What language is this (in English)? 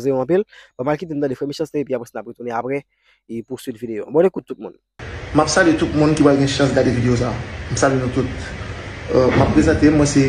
Haitian Creole